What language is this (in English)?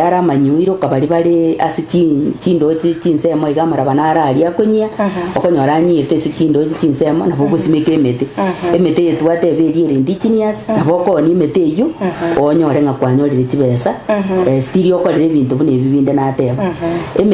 Gusii